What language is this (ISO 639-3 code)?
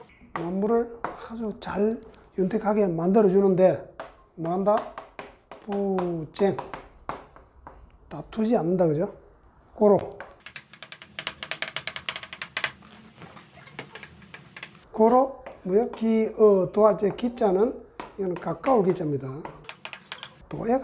kor